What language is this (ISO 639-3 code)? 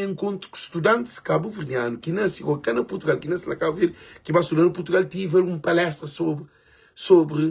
kea